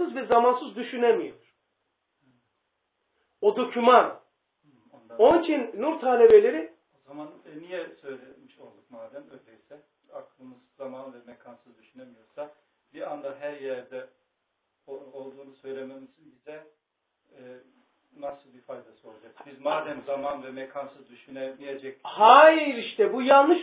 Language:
Turkish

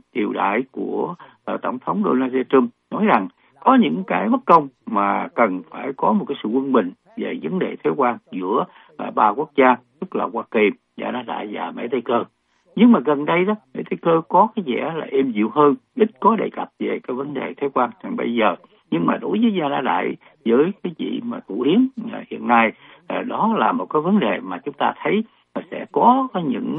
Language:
Vietnamese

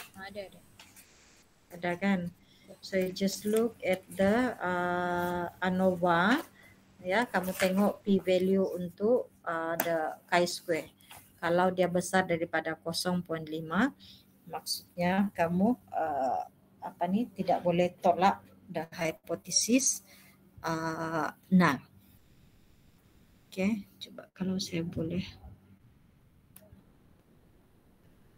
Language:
Malay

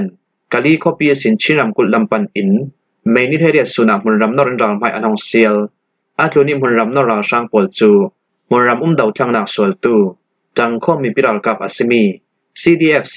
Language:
Falam Chin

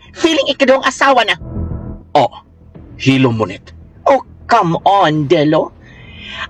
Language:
Cebuano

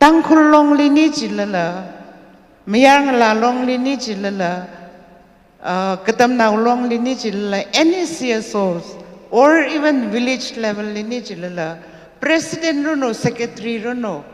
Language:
Tangkhul Naga (India)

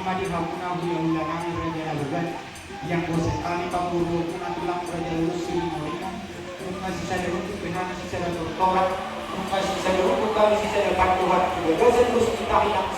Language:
Batak Toba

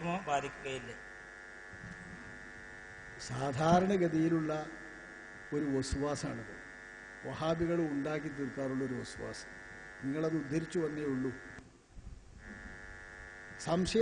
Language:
Malayalam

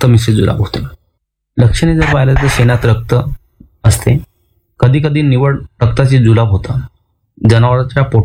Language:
Marathi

